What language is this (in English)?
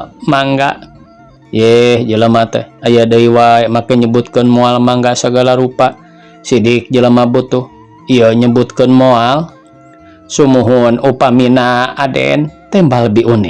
Sundanese